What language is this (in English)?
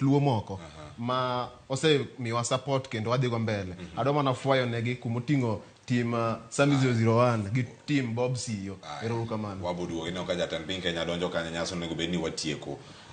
Luo (Kenya and Tanzania)